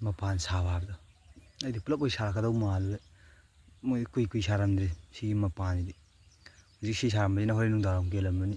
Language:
Manipuri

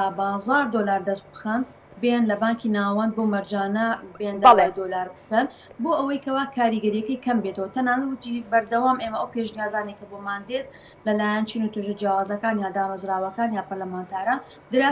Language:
Central Kurdish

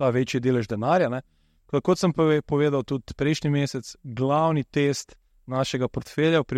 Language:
Slovenian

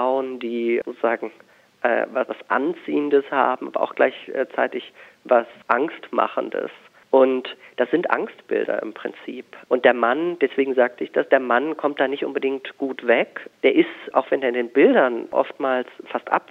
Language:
German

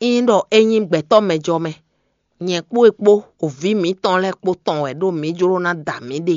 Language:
Fon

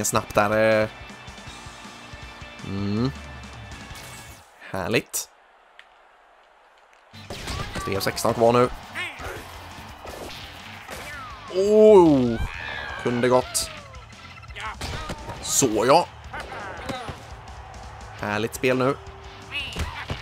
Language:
Swedish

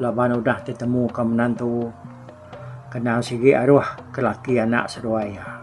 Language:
Iban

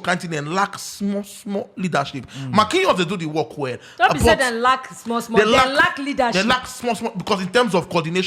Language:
Nigerian Pidgin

